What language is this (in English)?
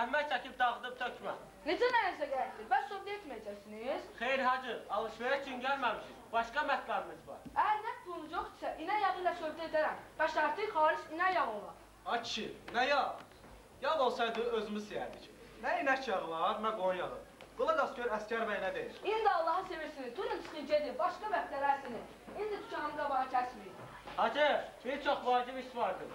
Azerbaijani